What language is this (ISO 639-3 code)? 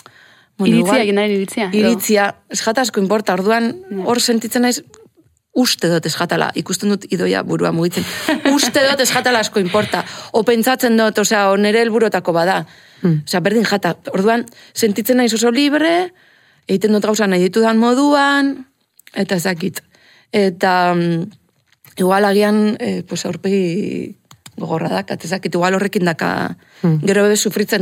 eus